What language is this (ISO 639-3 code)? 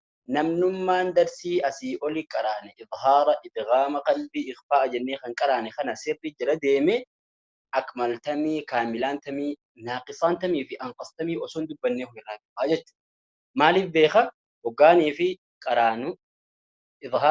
orm